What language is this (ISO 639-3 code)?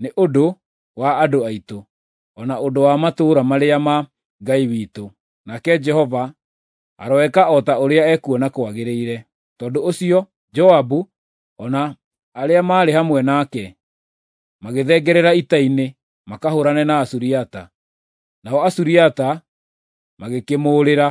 kik